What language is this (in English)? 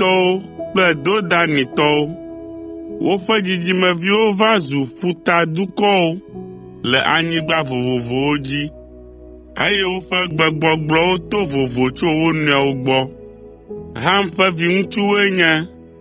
Ewe